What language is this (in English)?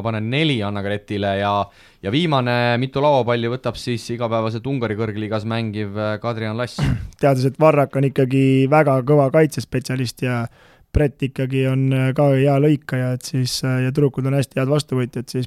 Estonian